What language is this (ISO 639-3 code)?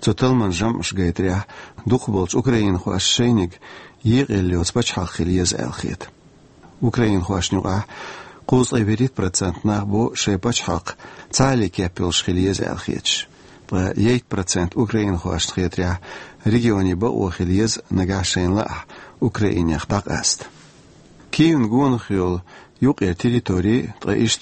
che